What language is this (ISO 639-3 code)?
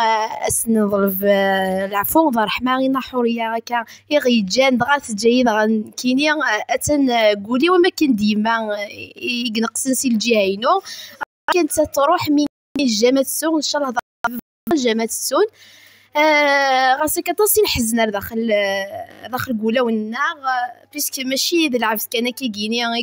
kab